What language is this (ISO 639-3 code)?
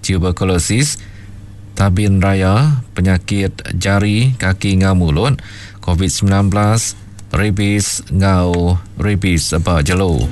iba